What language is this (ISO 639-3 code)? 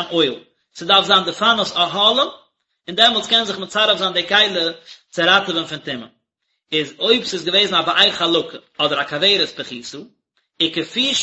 yid